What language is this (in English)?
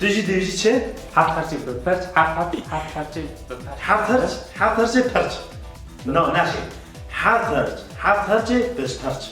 Kurdish